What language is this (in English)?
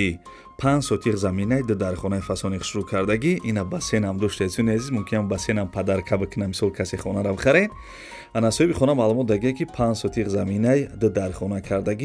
Tajik